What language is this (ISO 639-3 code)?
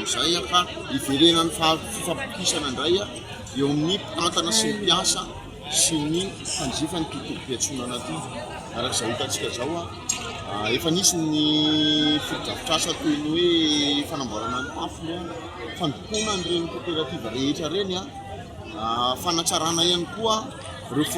mlg